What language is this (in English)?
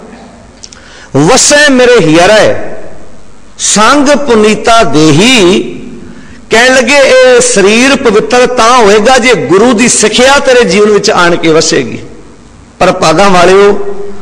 Punjabi